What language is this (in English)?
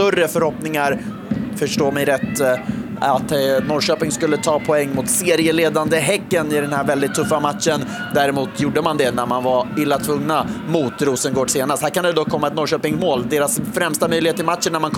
Swedish